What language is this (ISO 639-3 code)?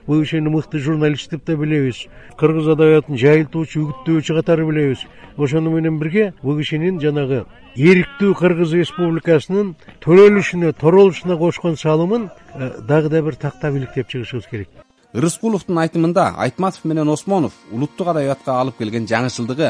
kir